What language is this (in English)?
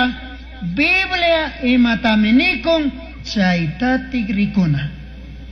Chimborazo Highland Quichua